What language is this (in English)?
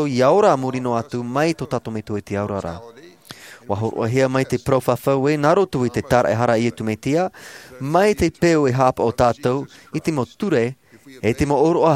Tahitian